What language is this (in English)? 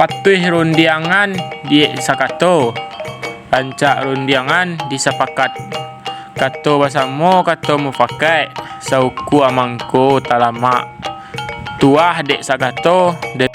Minangkabau